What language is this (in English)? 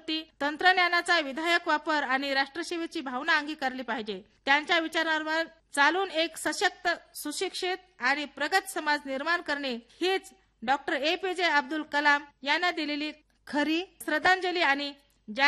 Marathi